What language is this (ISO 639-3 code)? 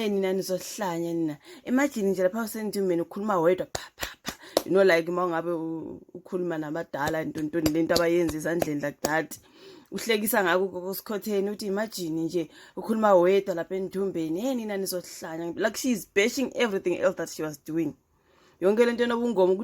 zul